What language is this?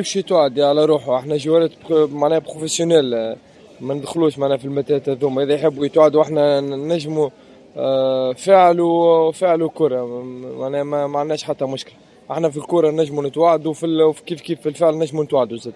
Tunisian Arabic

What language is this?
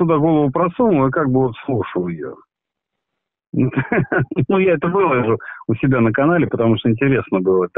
Russian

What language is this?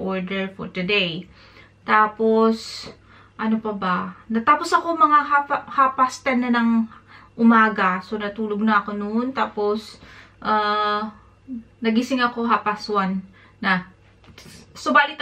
Filipino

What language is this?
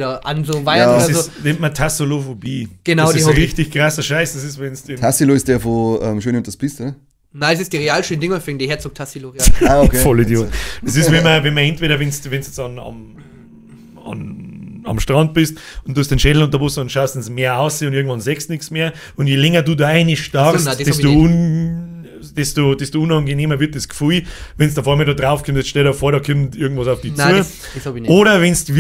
Bavarian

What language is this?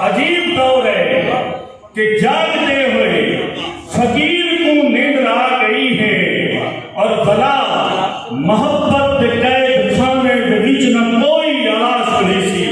Saraiki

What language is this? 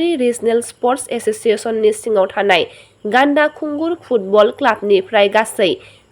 Bodo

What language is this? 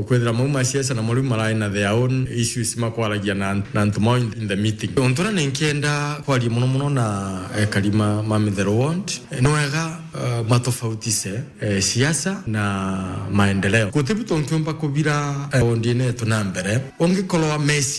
Meru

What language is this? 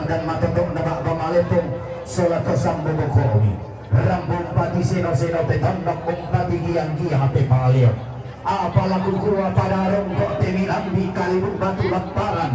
Toraja-Sa'dan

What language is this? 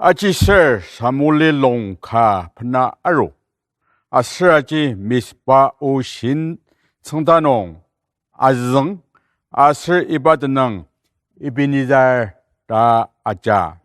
Ao Naga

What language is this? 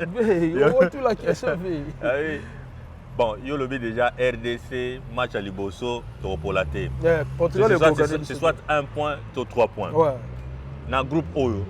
Lingala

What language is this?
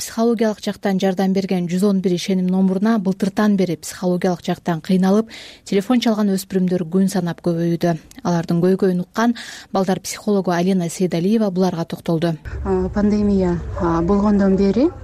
Kyrgyz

